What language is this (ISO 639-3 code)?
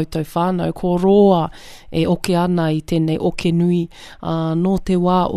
mri